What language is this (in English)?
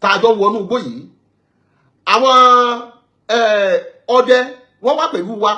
Yoruba